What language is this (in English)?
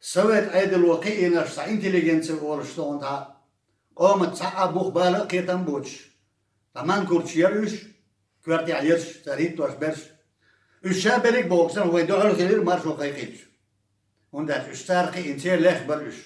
Chechen